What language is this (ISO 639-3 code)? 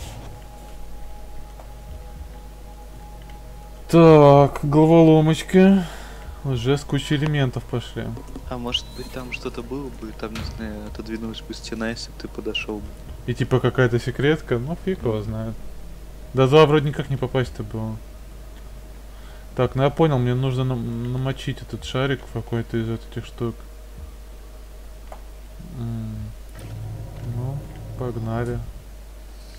rus